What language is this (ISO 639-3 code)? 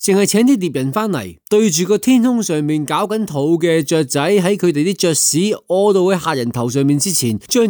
yue